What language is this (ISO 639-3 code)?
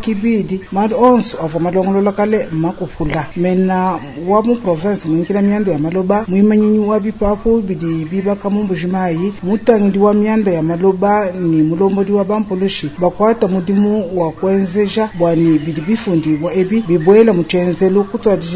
lua